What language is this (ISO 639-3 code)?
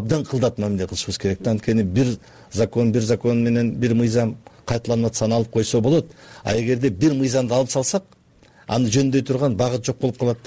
kir